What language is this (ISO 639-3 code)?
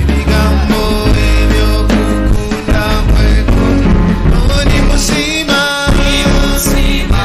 nyn